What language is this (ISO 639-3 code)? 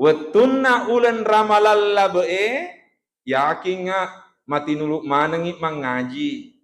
bug